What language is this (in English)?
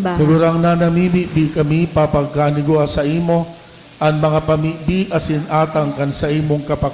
Bikol